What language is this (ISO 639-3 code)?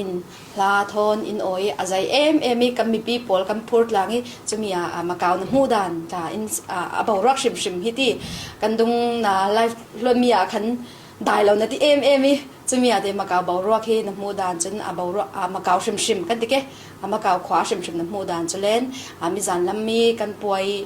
cfm